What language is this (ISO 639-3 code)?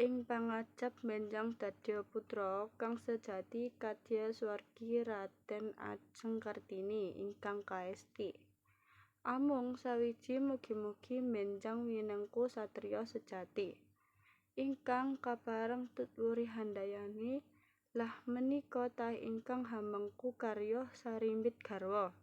jav